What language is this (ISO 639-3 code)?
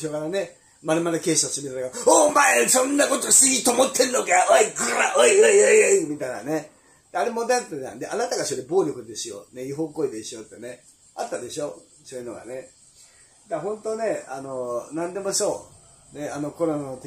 jpn